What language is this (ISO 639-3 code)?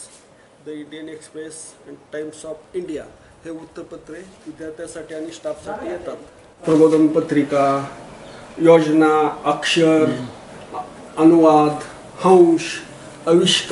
mar